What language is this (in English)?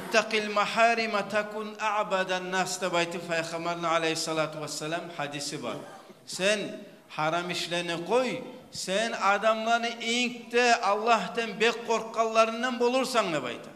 Kumyk